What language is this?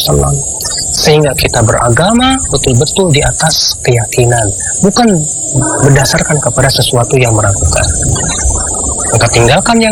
Indonesian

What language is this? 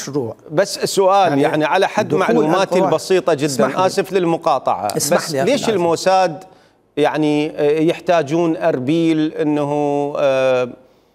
Mesopotamian Arabic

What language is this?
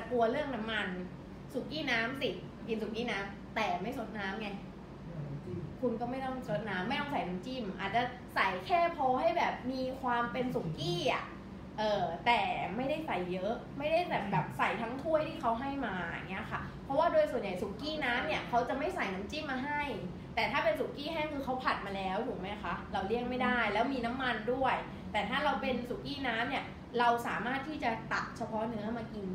Thai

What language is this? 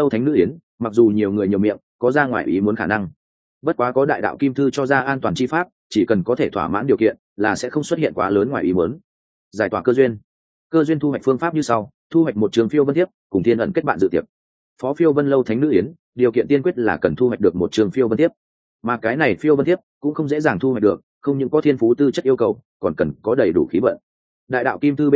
Vietnamese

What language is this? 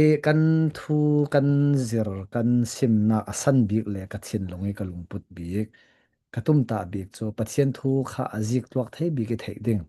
Falam Chin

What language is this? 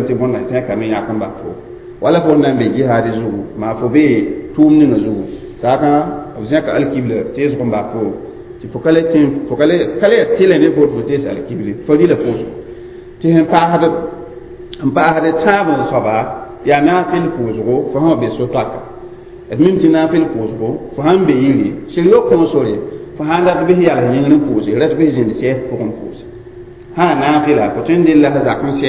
Mossi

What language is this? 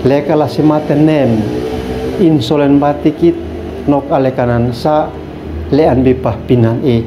Uab Meto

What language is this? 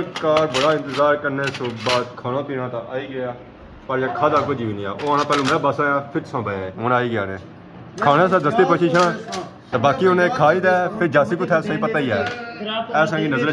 Pahari-Potwari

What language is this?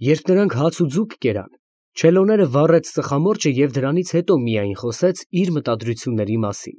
Armenian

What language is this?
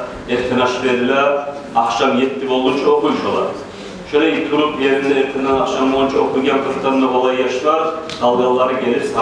Kumyk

